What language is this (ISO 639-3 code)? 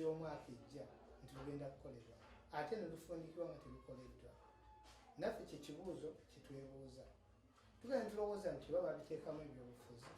lug